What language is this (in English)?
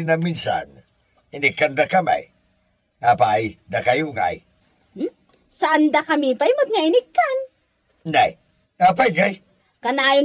Iloko